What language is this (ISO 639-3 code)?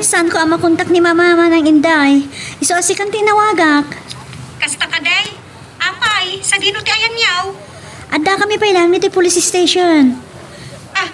ilo